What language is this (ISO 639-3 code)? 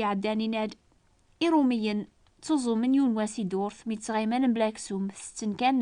kab